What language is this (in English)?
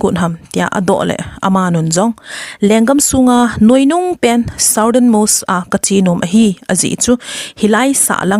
Thado Chin